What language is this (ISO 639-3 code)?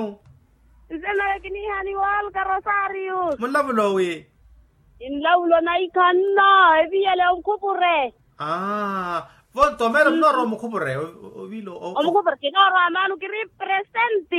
vmw